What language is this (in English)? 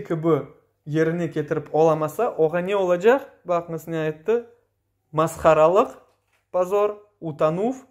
Crimean Tatar